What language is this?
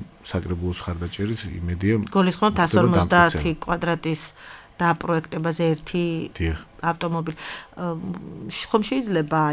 Georgian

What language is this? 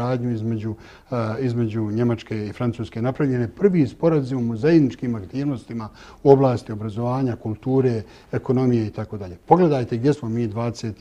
Bosnian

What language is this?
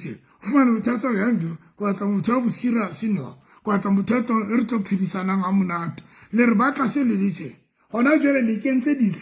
Southern Sotho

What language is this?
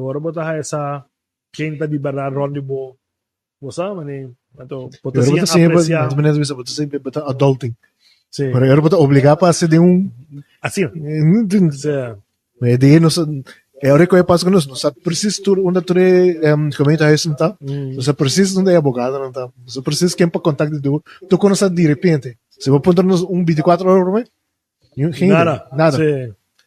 Papiamento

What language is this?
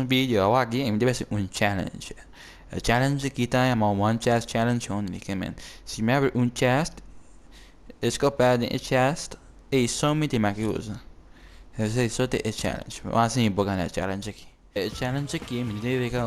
Papiamento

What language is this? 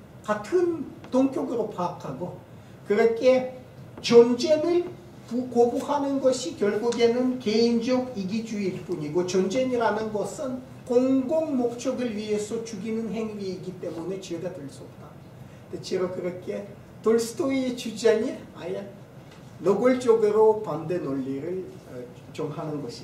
Korean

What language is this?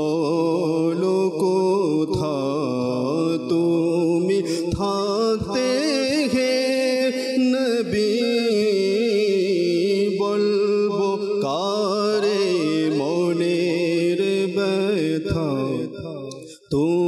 Bangla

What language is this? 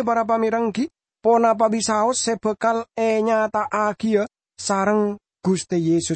Madurese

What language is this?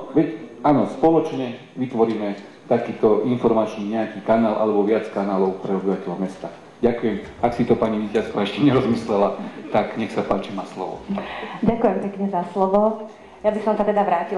Slovak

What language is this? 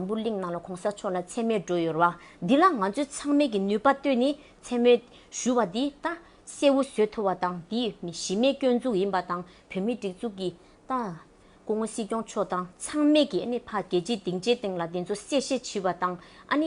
Tibetan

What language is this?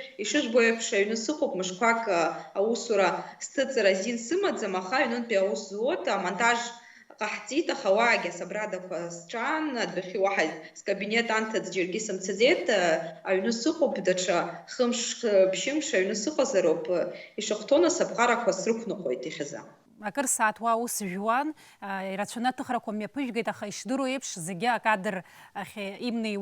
Abkhazian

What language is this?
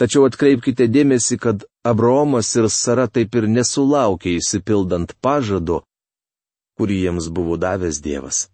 Lithuanian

